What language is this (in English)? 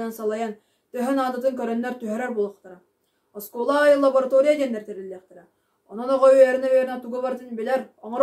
Yakut